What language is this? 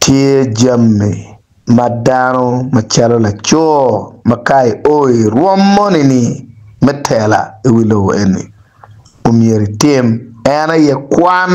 Acoli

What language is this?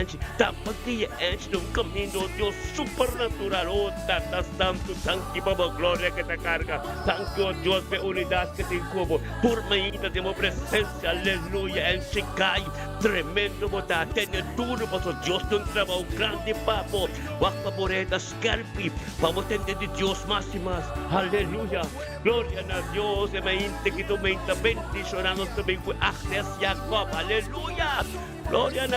Papiamento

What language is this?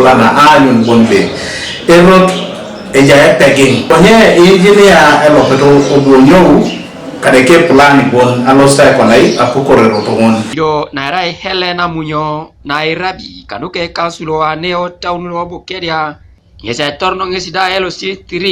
Teso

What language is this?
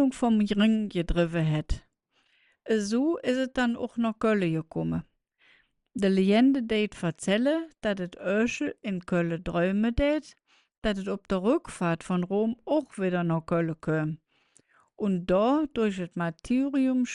Colognian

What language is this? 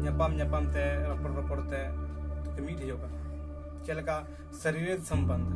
Santali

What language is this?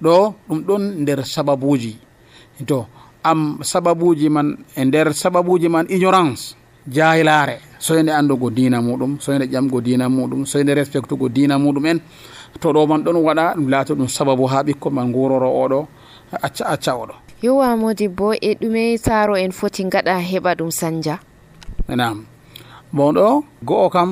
Nigerian Fulfulde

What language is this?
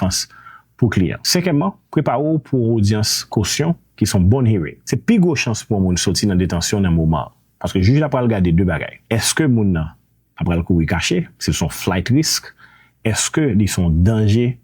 Haitian Creole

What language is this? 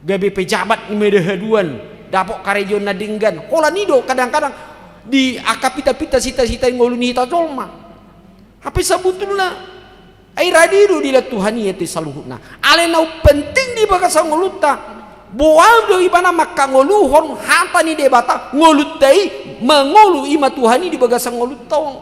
Batak Toba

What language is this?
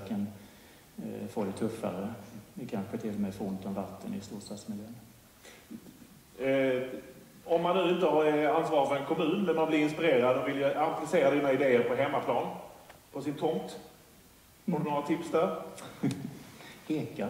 Swedish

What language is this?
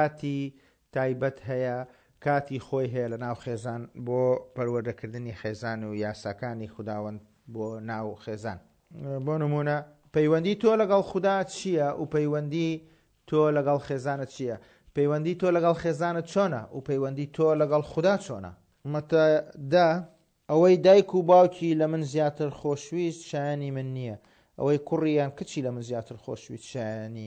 Central Kurdish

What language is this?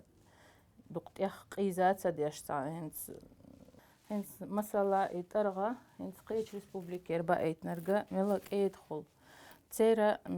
Chechen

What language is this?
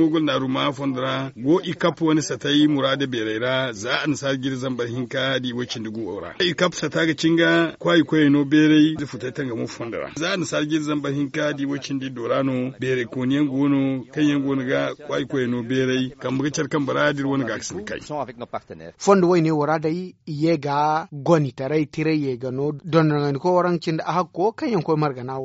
Zarma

